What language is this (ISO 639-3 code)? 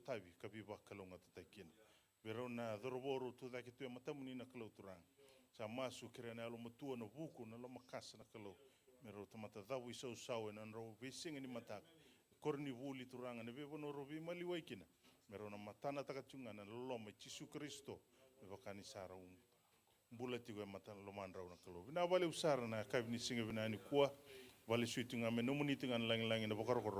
fij